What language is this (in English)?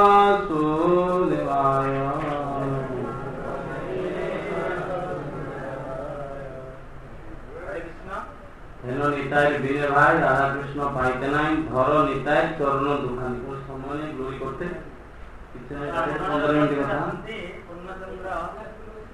Odia